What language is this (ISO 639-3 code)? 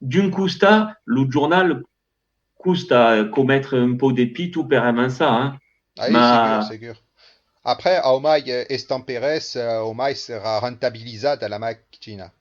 oci